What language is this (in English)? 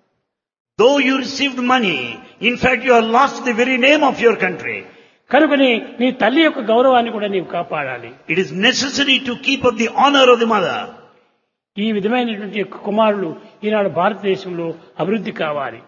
Telugu